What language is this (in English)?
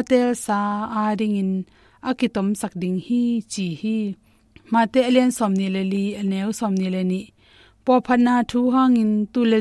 Tedim Chin